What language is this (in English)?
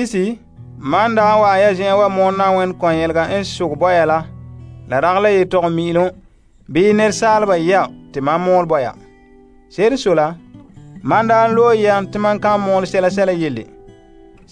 Frafra